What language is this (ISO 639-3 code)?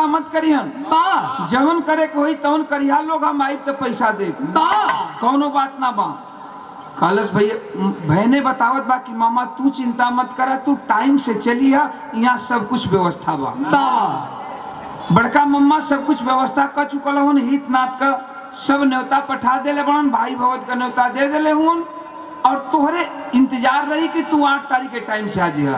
bho